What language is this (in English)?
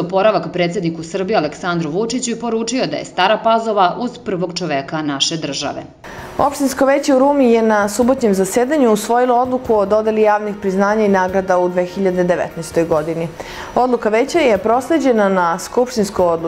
Serbian